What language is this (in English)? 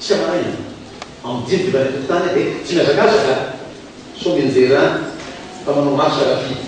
Malagasy